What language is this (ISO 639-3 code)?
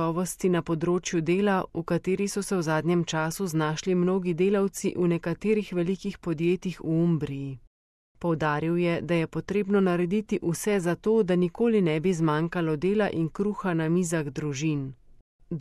slv